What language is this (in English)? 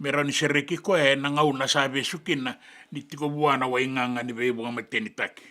Fijian